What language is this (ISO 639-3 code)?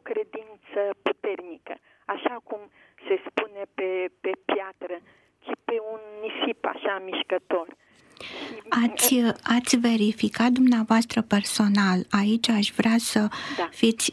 ron